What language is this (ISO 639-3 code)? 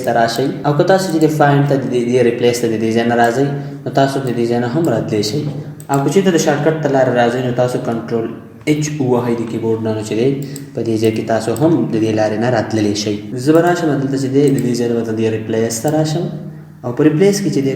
pus